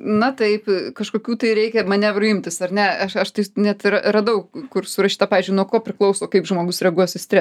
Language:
Lithuanian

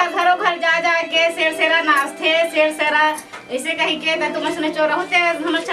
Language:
Chhattisgarhi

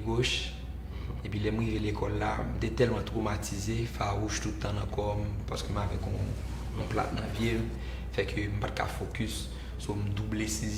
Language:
Haitian Creole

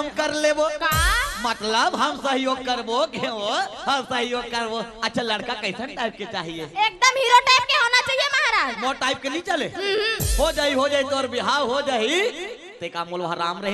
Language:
Chhattisgarhi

